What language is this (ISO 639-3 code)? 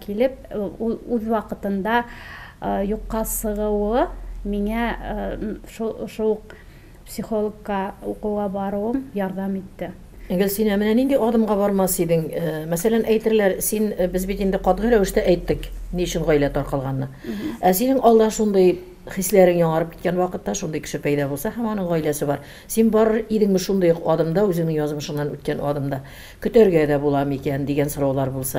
tat